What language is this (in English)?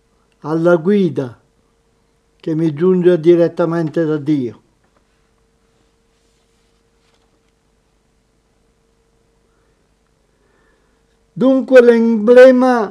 Italian